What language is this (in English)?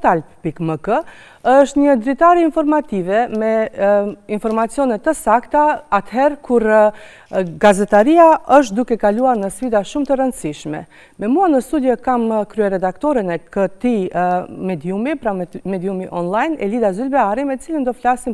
Albanian